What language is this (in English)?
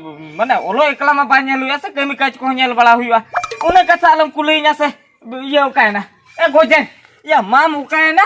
Santali